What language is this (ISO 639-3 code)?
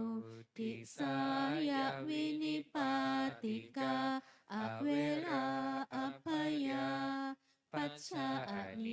pli